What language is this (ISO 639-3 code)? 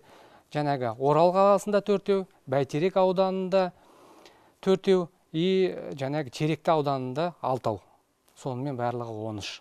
kaz